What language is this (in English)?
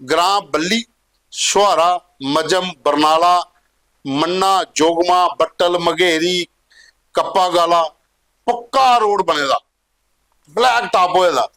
Dogri